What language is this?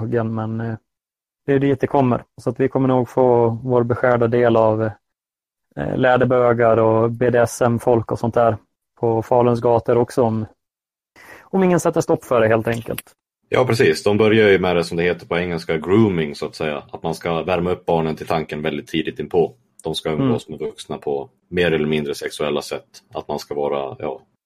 Swedish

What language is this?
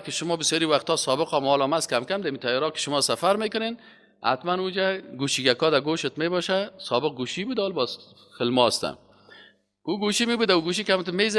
Persian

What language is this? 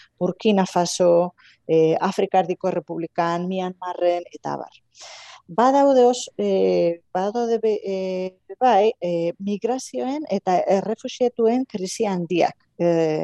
Basque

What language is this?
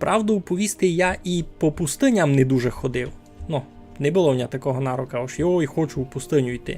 Rusyn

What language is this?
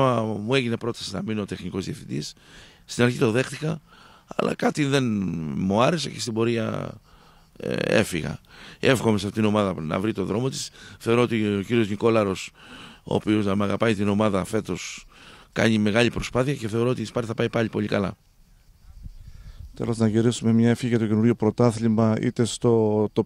Greek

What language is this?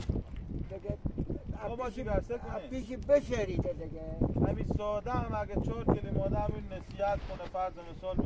Hazaragi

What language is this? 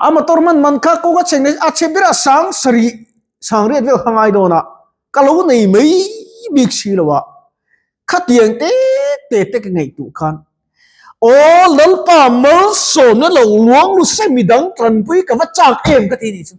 Mizo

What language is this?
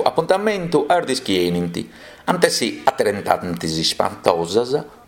Sardinian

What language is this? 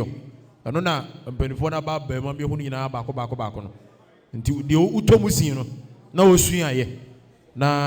Akan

